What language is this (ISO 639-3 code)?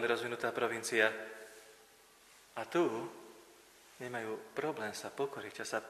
slk